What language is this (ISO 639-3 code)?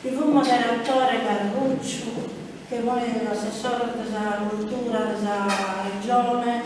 srd